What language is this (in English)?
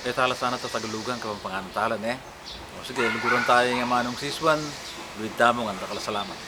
Pampanga